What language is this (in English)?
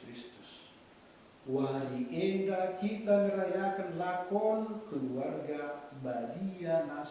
Batak Karo